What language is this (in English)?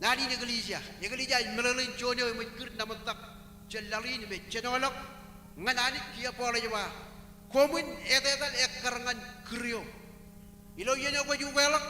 Marshallese